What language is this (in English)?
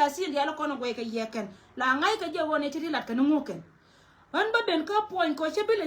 Nuer